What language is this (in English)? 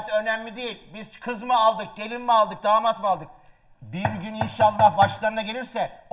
Turkish